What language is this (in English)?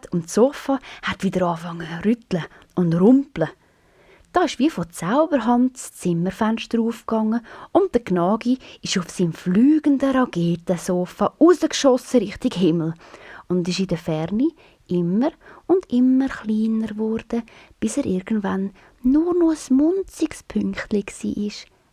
Swiss German